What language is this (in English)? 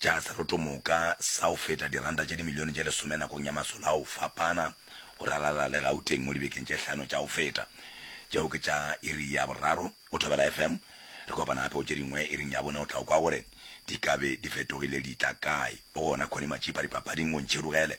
Northern Sotho